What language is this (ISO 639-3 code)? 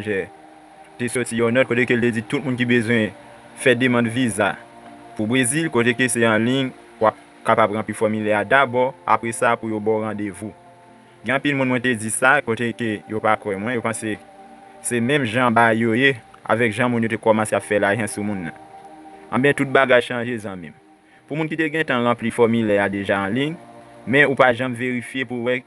hat